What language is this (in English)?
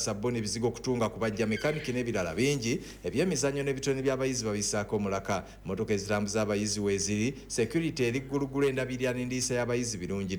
Ganda